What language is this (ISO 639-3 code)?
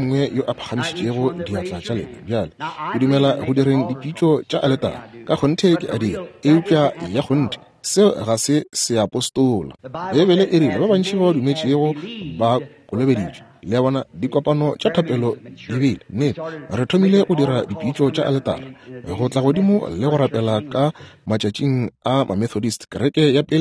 nso